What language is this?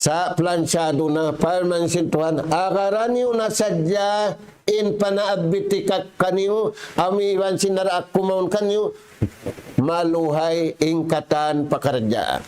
Tausug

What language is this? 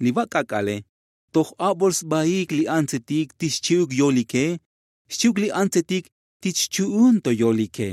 Tzotzil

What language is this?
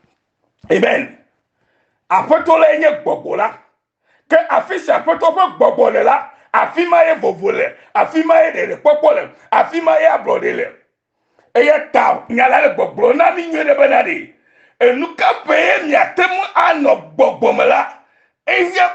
Ewe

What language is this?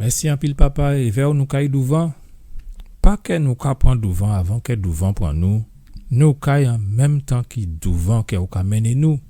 Guadeloupean Creole French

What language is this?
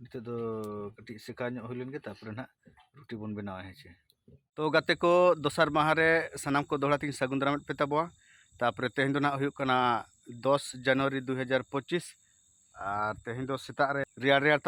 Santali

